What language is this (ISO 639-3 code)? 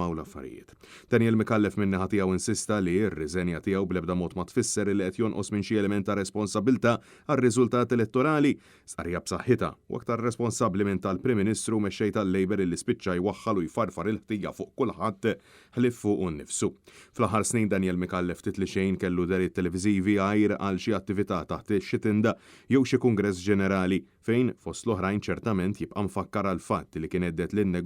mlt